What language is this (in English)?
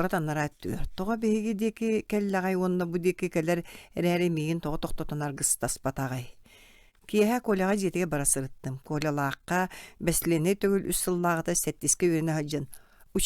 Yakut